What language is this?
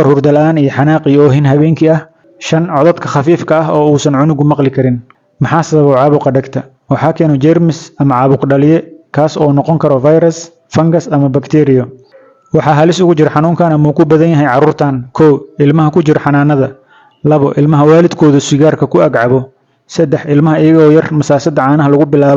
Somali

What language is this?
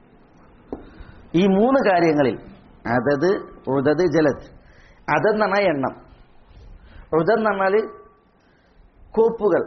Malayalam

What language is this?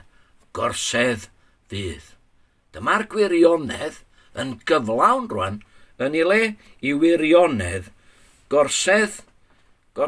Welsh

